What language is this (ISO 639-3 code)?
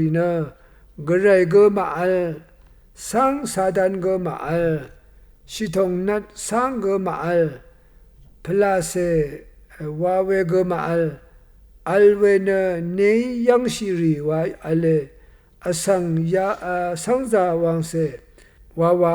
raw